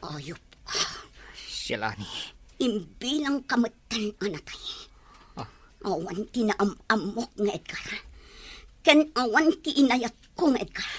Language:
Iloko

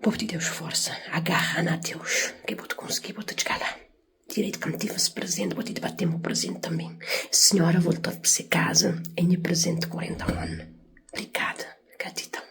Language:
Kabuverdianu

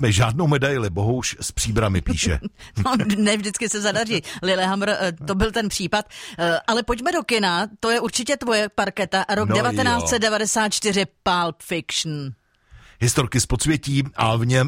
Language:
Czech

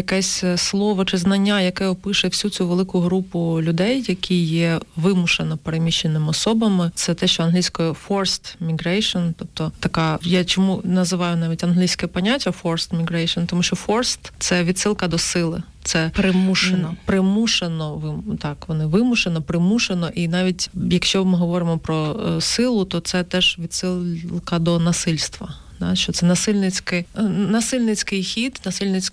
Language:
Ukrainian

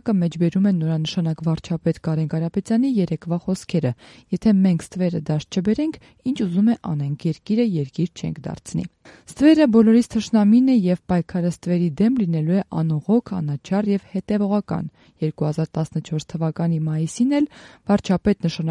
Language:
Armenian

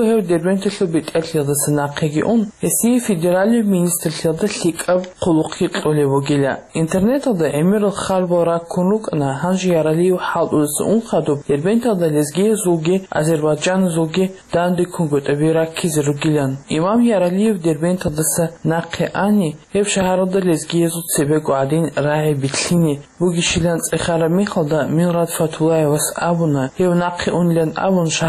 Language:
Avaric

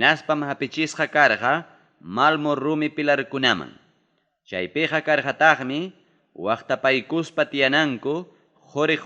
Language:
Ayacucho Quechua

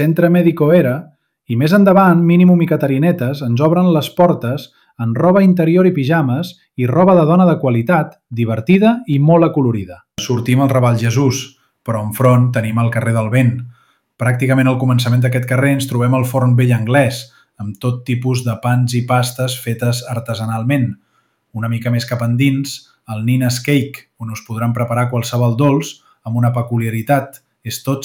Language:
Catalan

